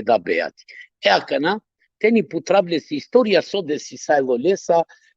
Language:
Balkan Romani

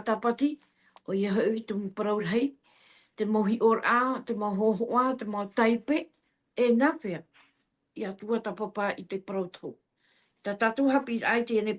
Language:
Tahitian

